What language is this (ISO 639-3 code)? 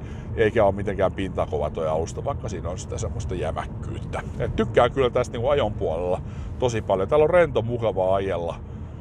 fin